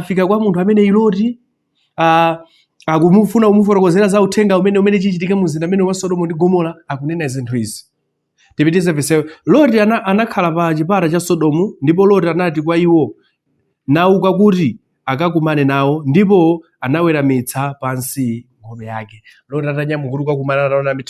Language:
Nyanja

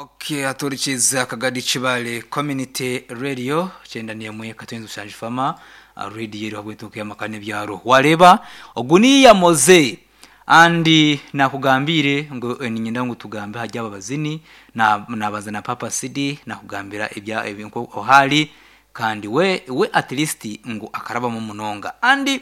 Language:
Nyankole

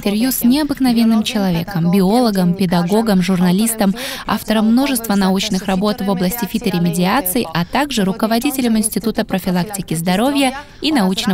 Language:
Russian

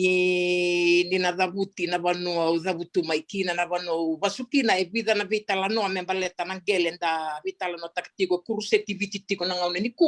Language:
Fijian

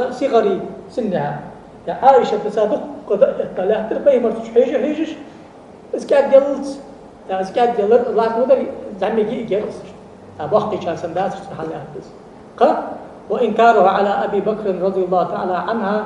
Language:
Ingush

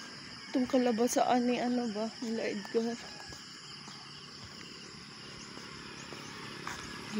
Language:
Filipino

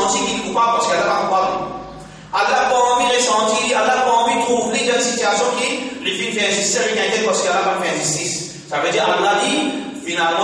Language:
Morisyen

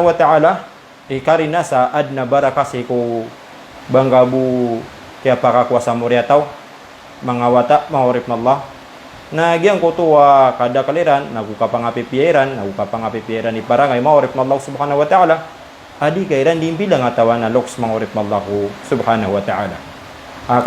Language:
Maranao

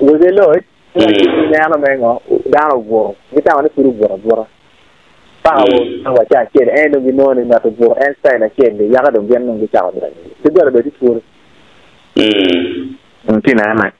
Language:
Acoli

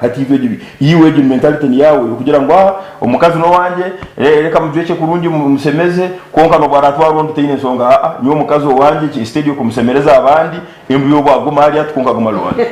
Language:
Nyankole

